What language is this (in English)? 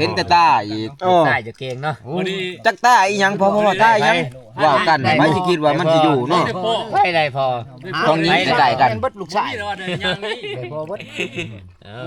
Northeastern Thai